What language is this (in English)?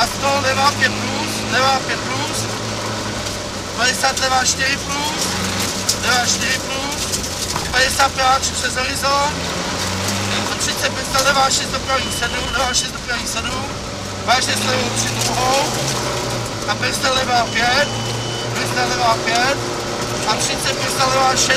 Czech